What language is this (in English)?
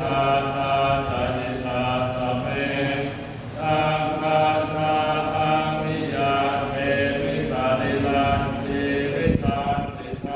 Pali